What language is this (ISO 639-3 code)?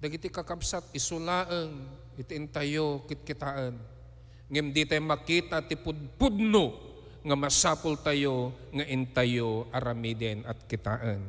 ilo